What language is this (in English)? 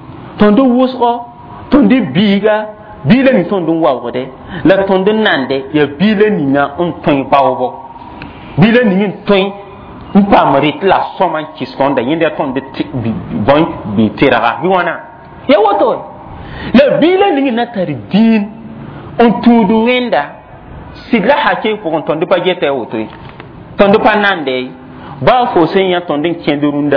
Mossi